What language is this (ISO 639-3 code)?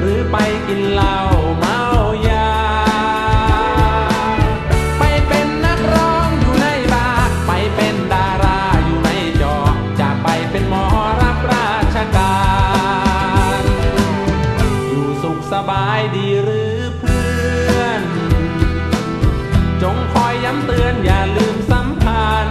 tha